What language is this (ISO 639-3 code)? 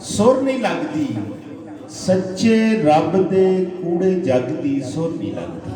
skr